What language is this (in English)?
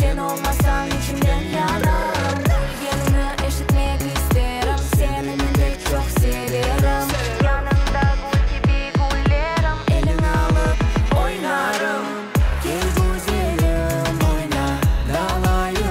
Crimean Tatar